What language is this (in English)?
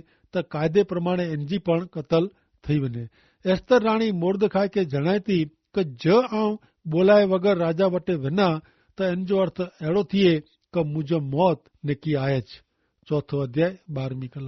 Kachhi